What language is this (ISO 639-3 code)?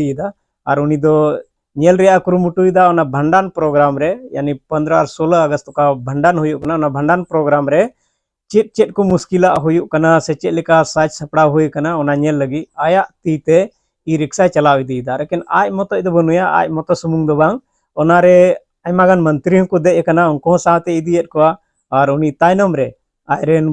sat